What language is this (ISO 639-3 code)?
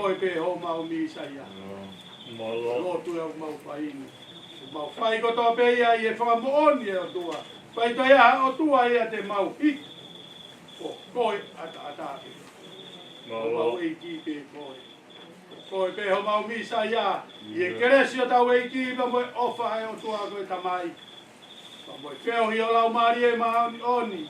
ton